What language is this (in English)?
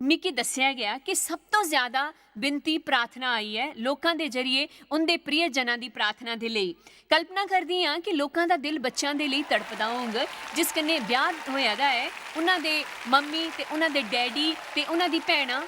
Dogri